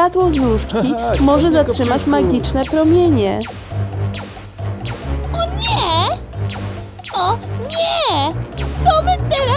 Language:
Polish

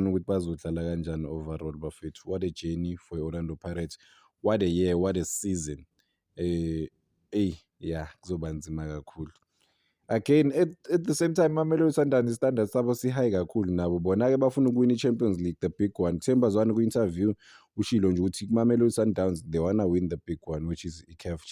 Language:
Zulu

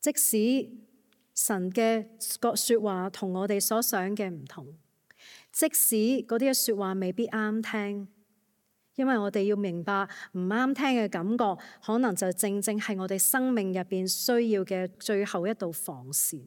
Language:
Cantonese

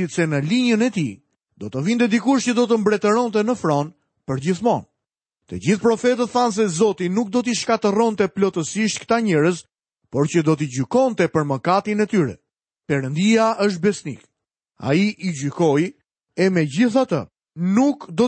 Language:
Albanian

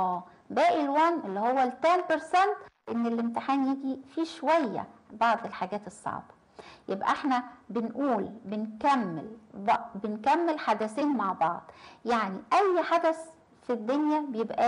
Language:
Egyptian Arabic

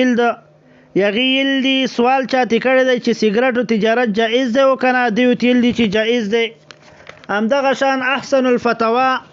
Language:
Pashto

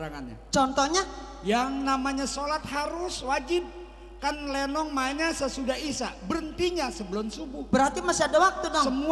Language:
Betawi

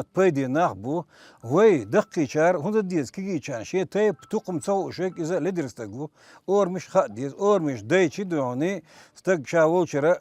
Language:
Chechen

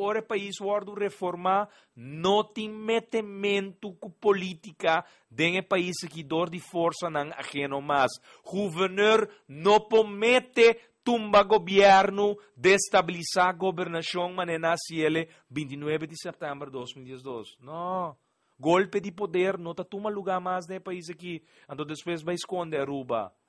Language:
Papiamento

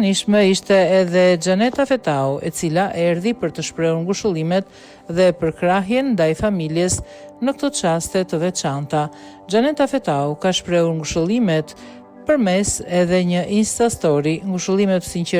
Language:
Albanian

